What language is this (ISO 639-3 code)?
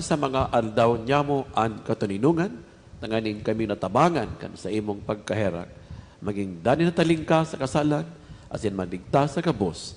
bik